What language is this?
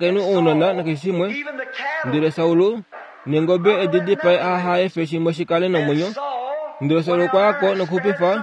Kuanyama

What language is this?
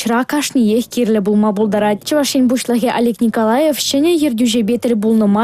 Chuvash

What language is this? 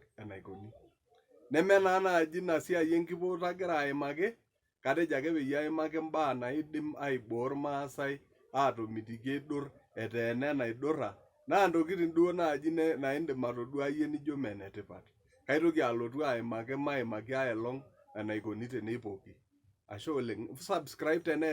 Masai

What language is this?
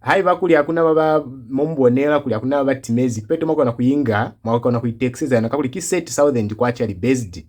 Lozi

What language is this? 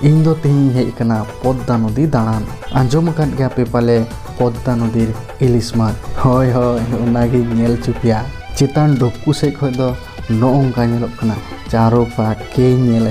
Santali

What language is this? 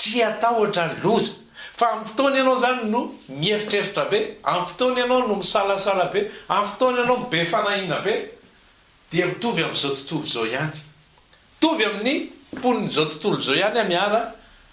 Malagasy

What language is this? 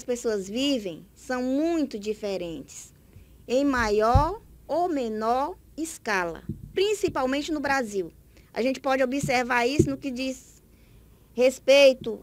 Portuguese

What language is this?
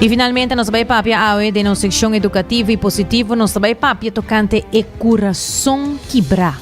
Papiamento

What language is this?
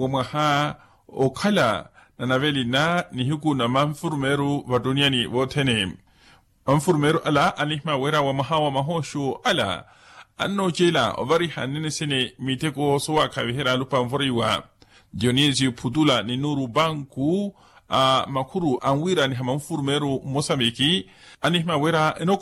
Makhuwa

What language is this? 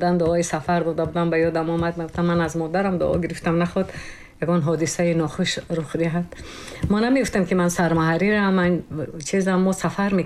Tajik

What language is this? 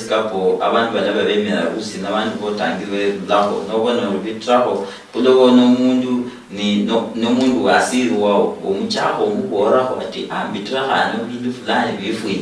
Luyia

